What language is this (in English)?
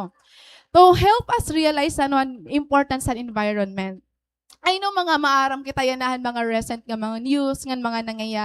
Waray